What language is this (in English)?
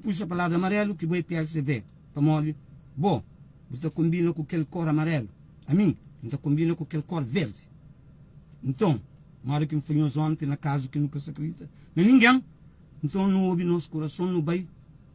Kabuverdianu